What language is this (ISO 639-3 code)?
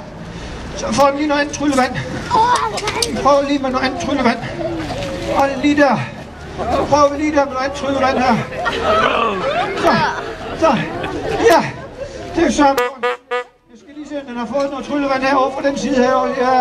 dan